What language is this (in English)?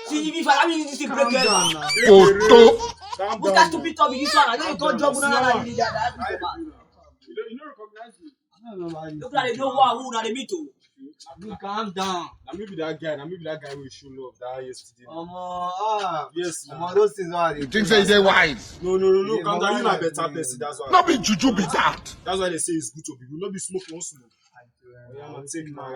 Nigerian Pidgin